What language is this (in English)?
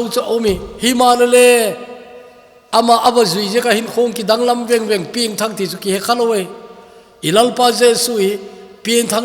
Thado Chin